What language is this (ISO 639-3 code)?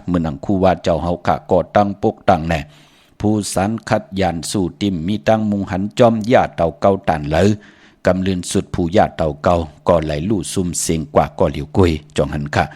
shn